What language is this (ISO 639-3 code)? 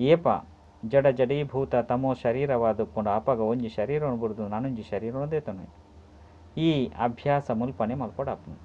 tcy